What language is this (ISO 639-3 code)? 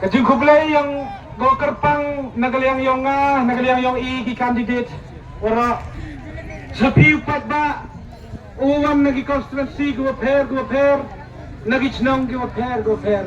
kha